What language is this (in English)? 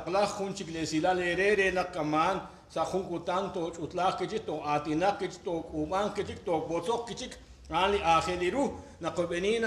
Kekchí